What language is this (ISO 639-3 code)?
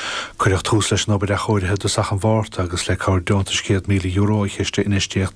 gle